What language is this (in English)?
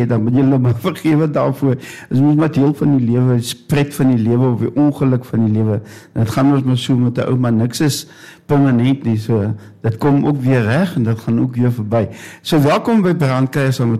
Afrikaans